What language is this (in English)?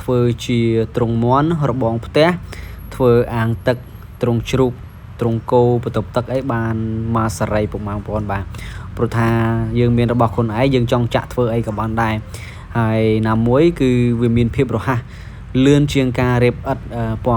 Khmer